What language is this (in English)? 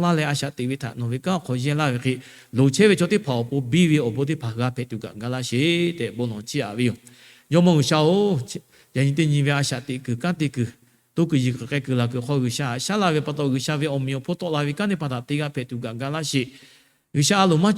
Lahu